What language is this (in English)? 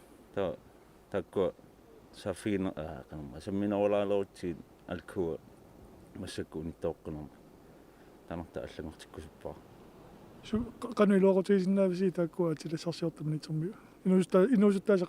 Kalaallisut